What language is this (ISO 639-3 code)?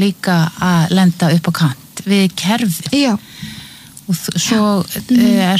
isl